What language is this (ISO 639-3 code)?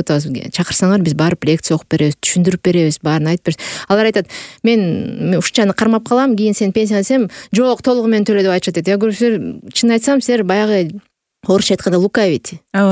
kir